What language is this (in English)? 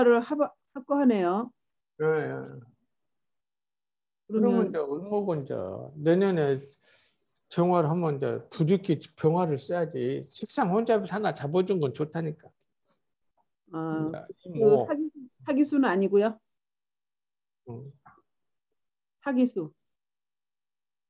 Korean